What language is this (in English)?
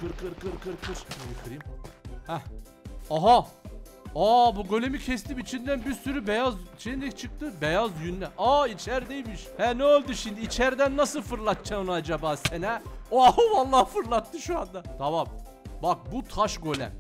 Turkish